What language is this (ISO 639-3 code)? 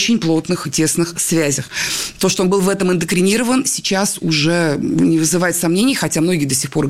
rus